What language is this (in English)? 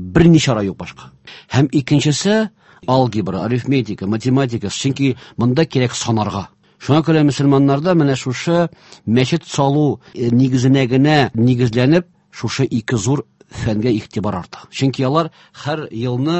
Tatar